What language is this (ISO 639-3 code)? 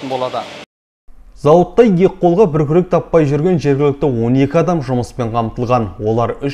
kaz